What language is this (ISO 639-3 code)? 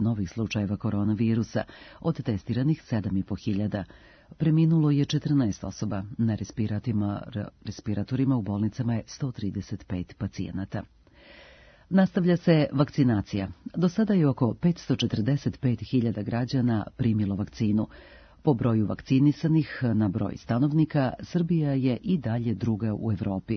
srp